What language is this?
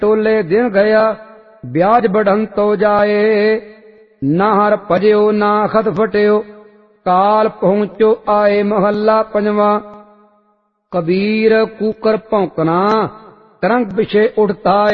Punjabi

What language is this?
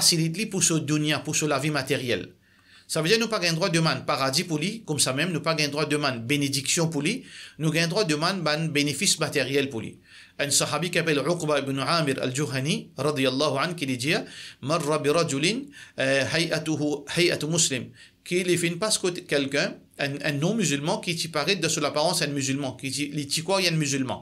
Morisyen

